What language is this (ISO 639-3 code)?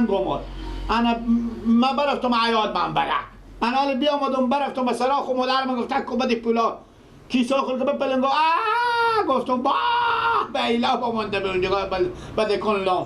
fas